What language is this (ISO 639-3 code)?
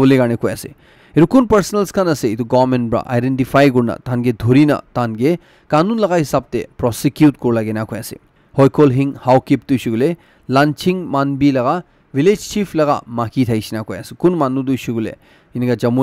nag